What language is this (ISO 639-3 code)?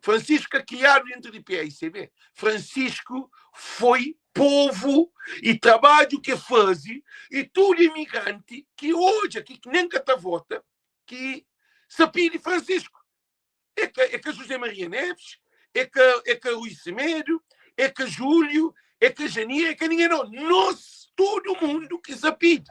kea